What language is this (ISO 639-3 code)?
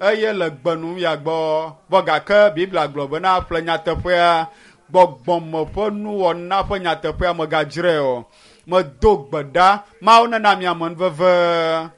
ewe